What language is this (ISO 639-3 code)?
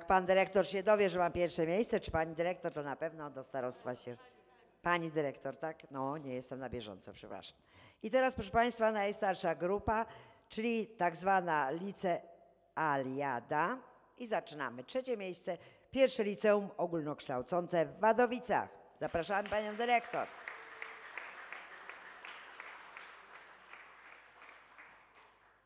pol